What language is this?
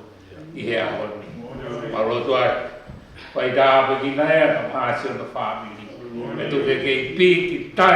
Tongan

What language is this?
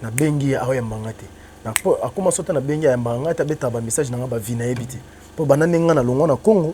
Lingala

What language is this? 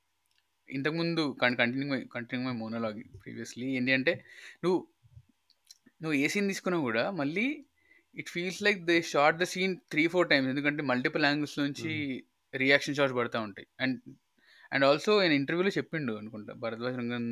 Telugu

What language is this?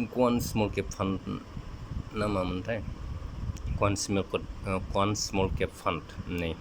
Bodo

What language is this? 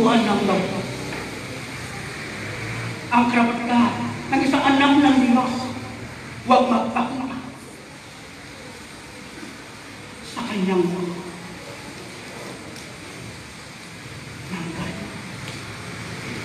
Filipino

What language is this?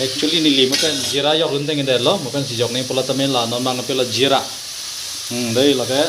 Karbi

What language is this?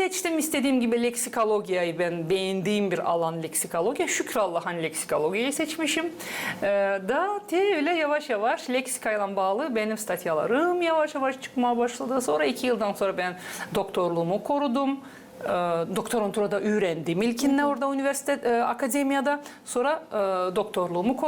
Gagauz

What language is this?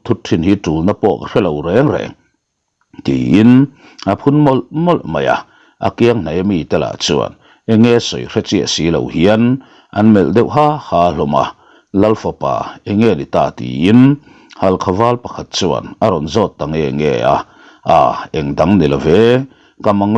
Mizo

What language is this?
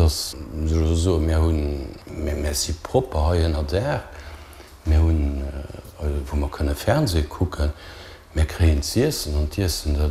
Luxembourgish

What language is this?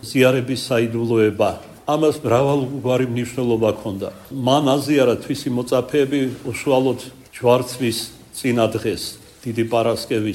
Georgian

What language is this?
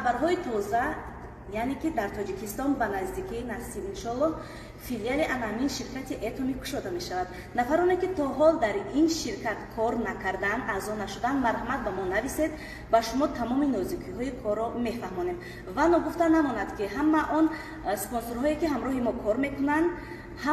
Tajik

